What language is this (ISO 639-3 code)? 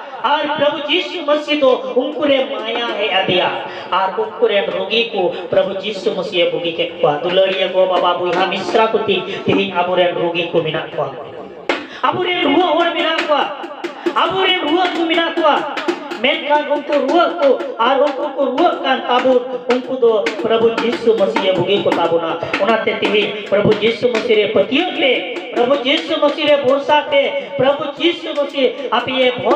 sat